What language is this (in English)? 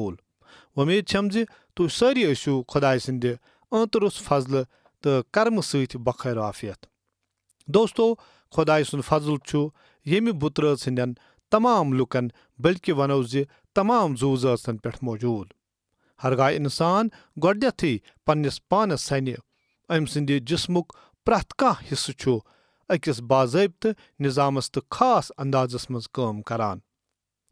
Kashmiri